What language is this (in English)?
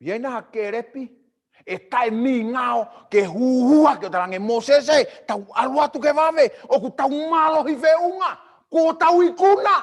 Tongan